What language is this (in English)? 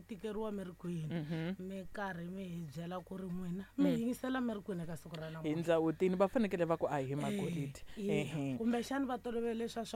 Tsonga